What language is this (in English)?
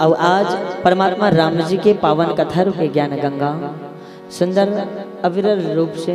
Chhattisgarhi